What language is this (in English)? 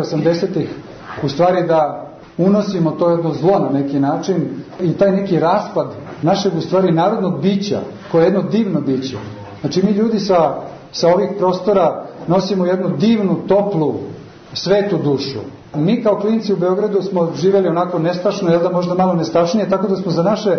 Serbian